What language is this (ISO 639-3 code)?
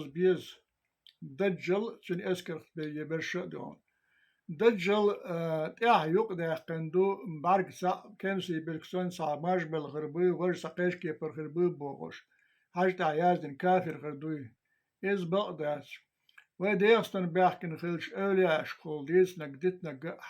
che